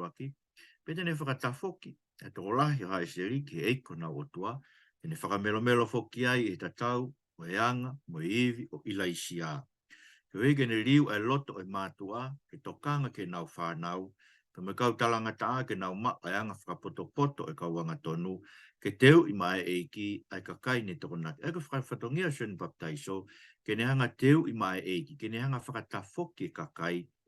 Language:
Tongan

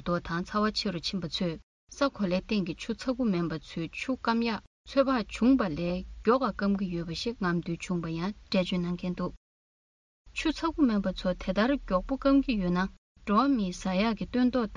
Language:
Tibetan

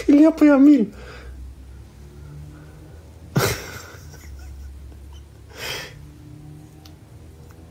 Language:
Romanian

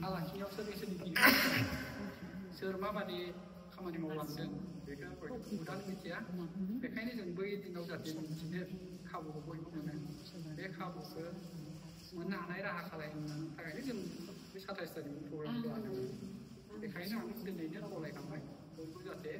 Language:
Bodo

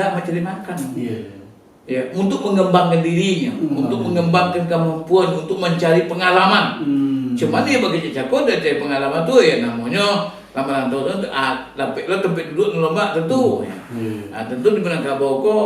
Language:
Minangkabau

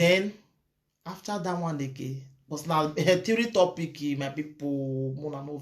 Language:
Nigerian Pidgin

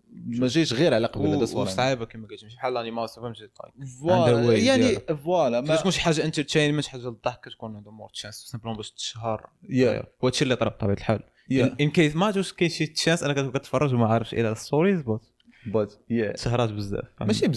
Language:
Moroccan Arabic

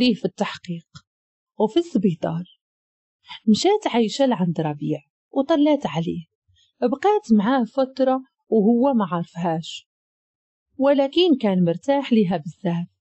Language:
Moroccan Arabic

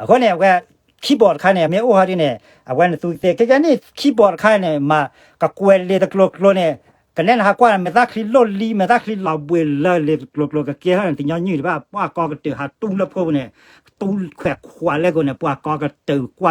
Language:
S'gaw Karen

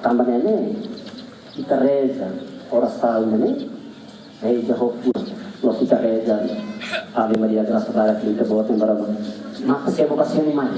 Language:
Tetum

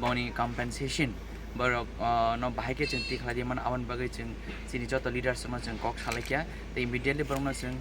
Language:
Kok Borok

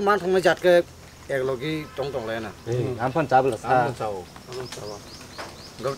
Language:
Kok Borok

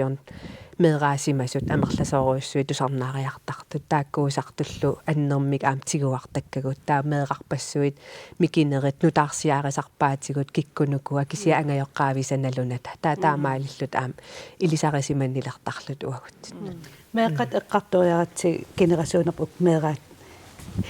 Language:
Kalaallisut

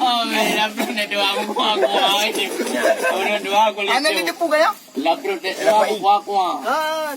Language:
Achinese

